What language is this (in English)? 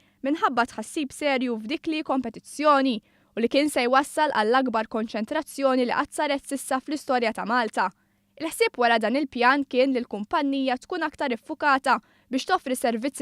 Maltese